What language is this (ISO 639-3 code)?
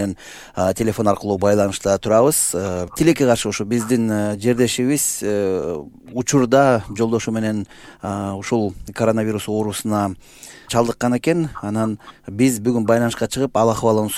kir